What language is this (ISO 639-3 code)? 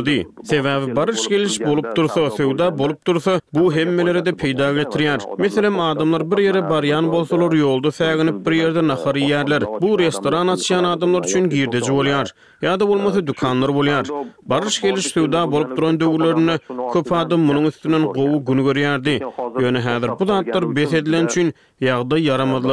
tuk